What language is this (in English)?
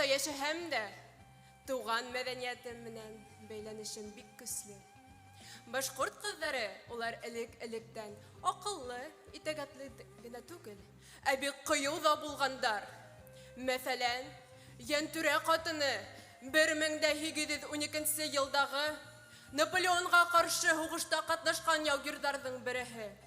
Bashkir